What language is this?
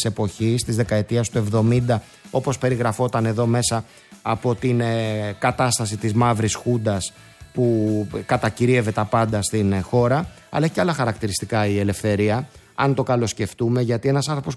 Greek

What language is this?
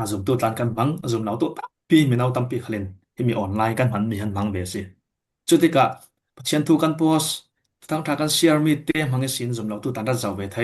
Falam Chin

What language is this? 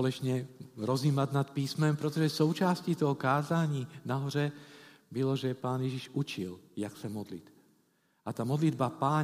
Czech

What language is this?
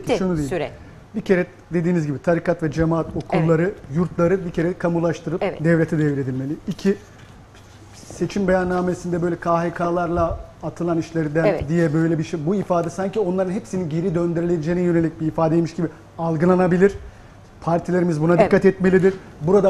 Turkish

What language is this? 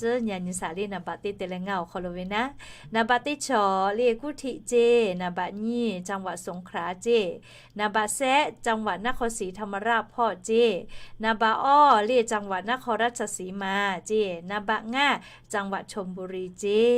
Lahu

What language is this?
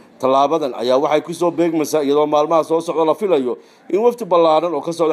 Somali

